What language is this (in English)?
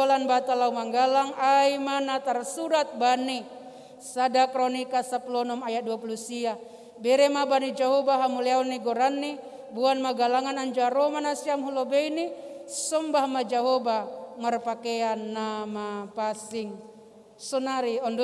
Batak Simalungun